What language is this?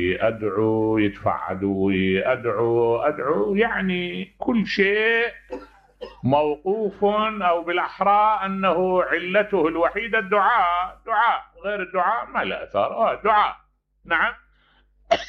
Mesopotamian Arabic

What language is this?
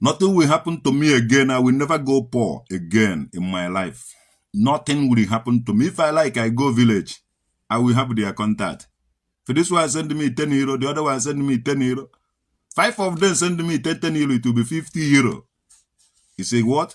Igbo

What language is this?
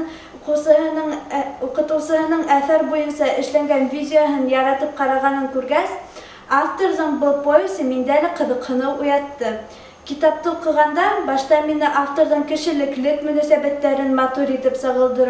Bashkir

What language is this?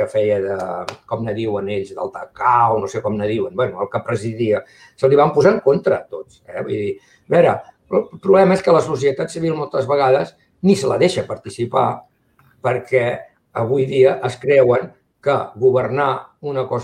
Catalan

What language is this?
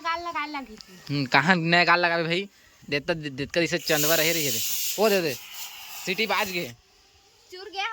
Chhattisgarhi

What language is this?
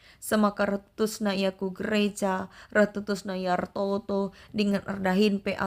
Batak Karo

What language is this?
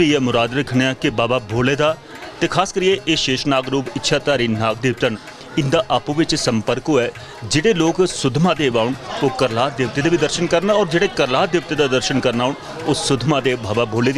Dogri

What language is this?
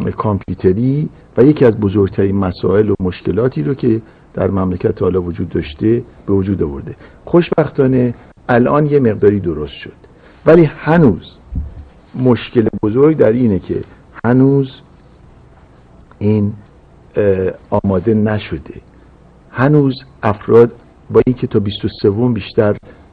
Persian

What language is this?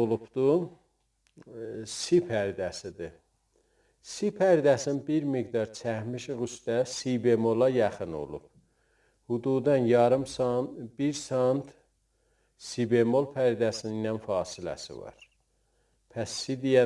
South Azerbaijani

